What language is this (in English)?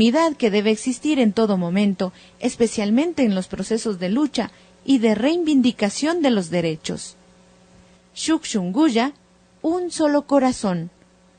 Imbabura Highland Quichua